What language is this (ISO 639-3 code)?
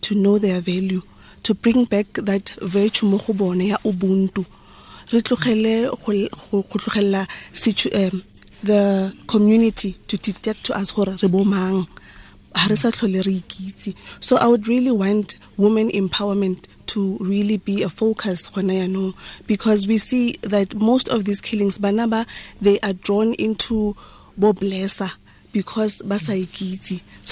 tsn